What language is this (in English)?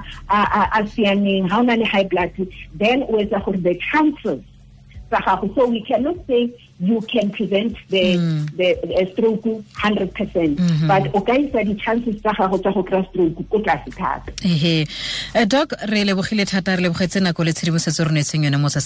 Tswana